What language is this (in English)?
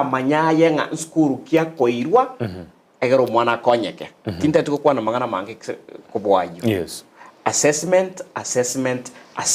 Gusii